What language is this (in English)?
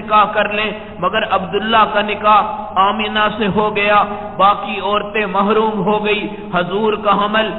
Urdu